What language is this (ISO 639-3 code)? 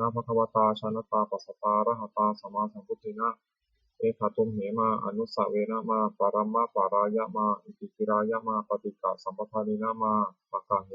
pli